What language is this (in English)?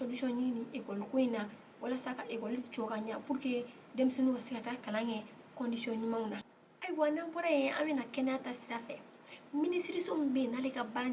Bambara